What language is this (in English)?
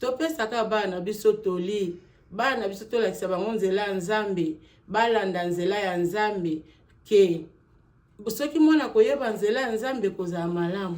Lingala